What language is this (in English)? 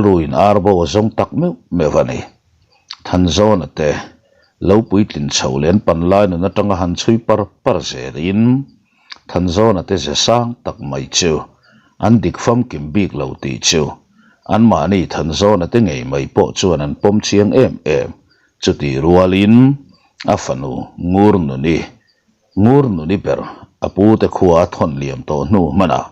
Mizo